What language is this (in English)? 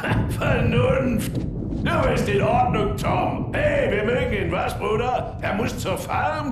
Bavarian